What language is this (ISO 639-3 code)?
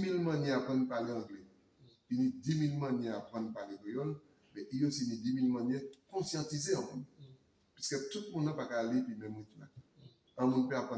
gcf